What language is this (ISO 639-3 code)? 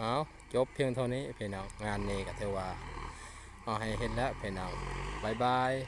lao